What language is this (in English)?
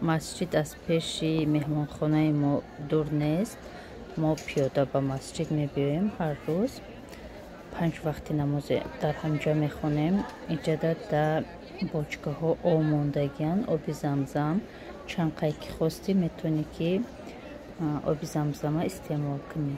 Tajik